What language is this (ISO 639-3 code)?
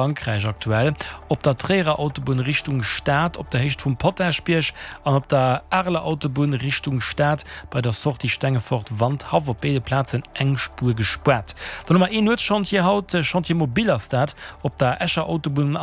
ltz